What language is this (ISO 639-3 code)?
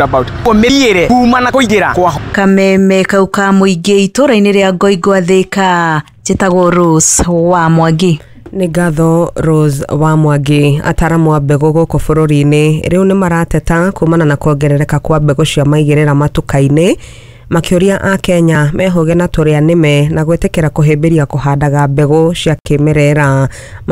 kik